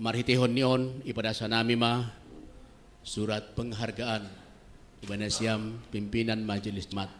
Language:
Batak Simalungun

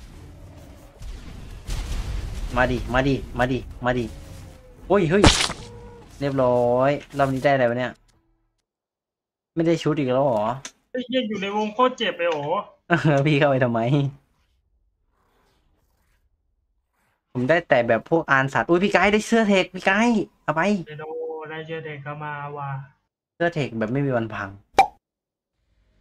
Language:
Thai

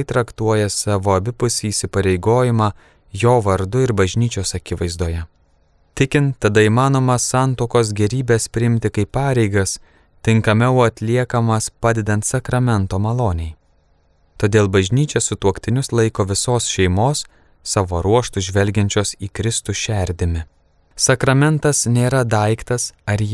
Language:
Lithuanian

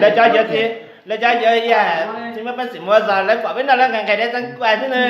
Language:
Hmong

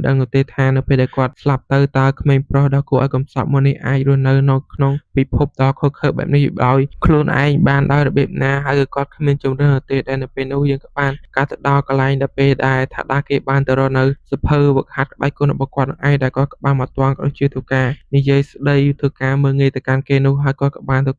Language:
Khmer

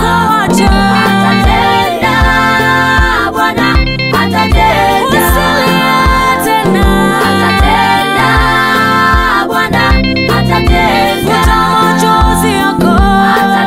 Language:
Swahili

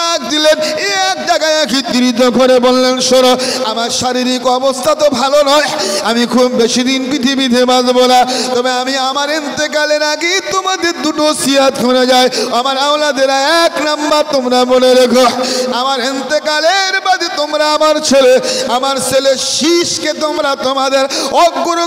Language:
Bangla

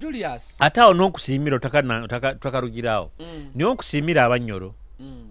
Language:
Nyoro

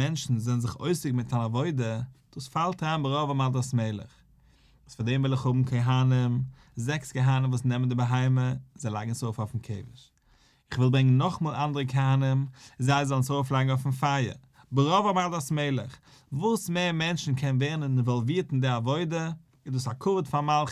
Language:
Yiddish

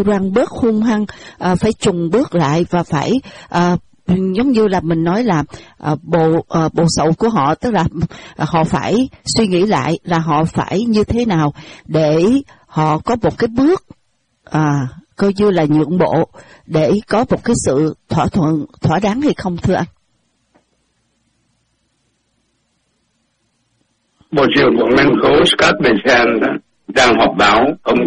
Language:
Vietnamese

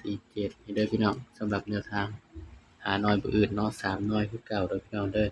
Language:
Northeastern Thai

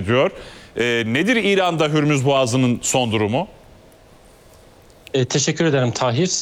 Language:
Turkish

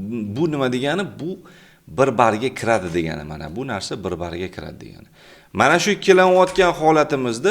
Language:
Uzbek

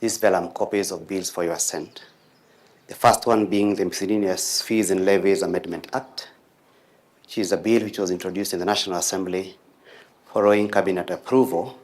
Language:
Kamba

